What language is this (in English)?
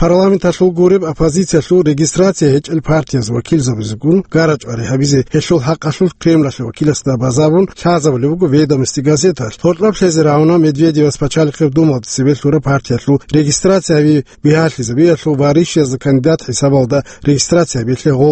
Avaric